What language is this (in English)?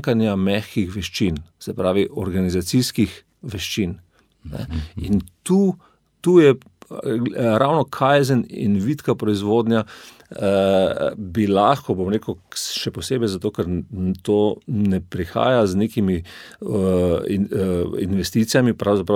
Slovenian